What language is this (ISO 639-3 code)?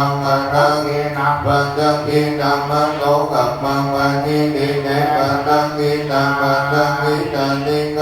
pli